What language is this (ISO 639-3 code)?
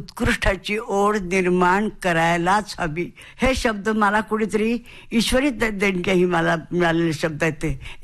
mar